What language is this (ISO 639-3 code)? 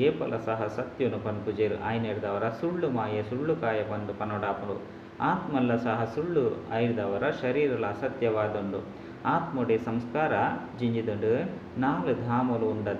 tcy